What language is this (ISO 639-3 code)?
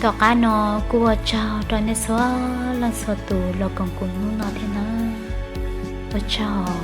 hmn